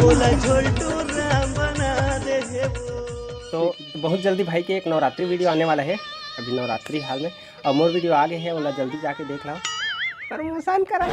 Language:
Chhattisgarhi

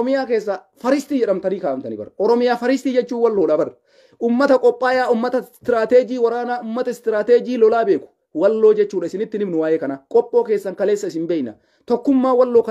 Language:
Oromo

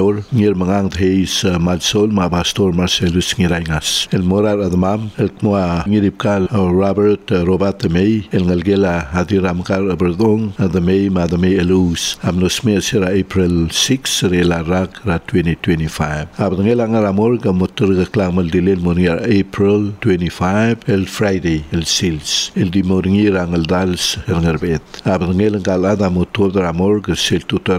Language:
Palauan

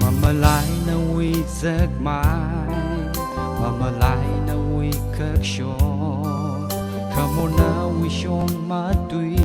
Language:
Tangkhul Naga (India)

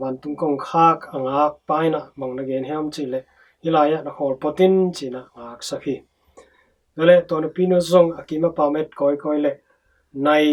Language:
Tedim Chin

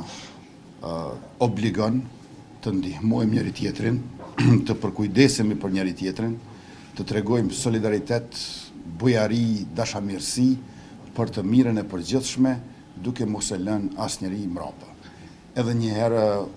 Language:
Albanian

